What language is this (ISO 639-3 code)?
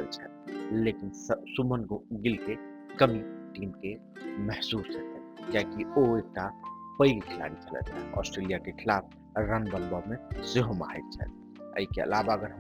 mai